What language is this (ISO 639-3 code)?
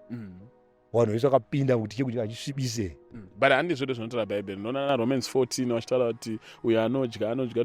sna